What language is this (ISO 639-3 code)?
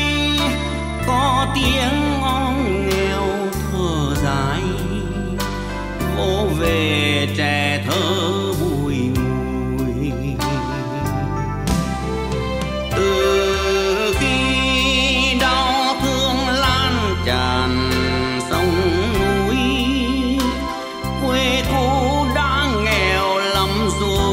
vie